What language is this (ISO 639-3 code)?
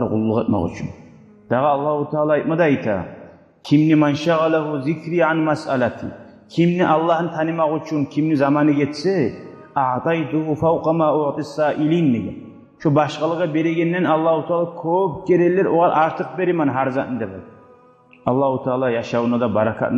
kum